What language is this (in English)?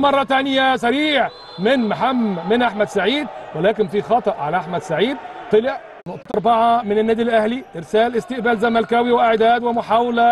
Egyptian Arabic